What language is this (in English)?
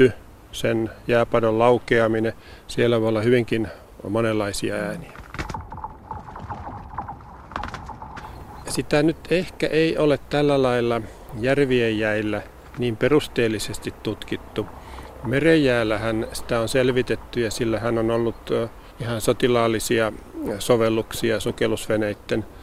Finnish